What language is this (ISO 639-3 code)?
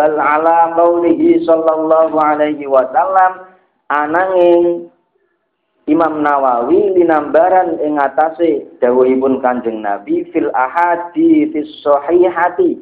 jav